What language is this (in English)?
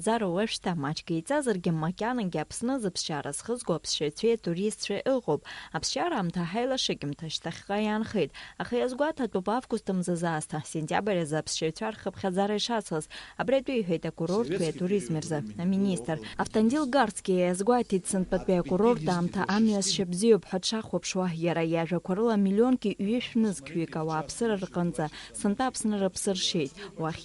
Abkhazian